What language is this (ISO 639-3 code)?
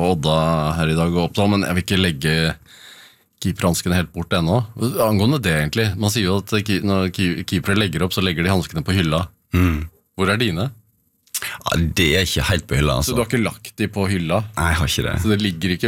nor